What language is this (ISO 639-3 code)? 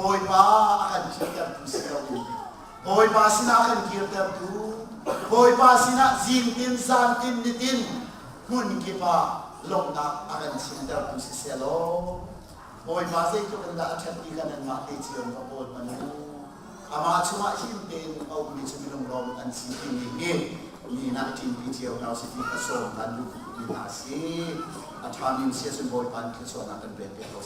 cnh